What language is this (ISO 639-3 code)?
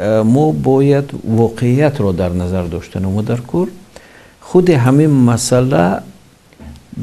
tgk